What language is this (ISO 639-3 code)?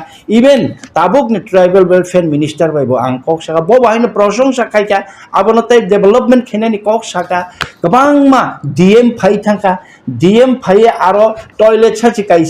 trp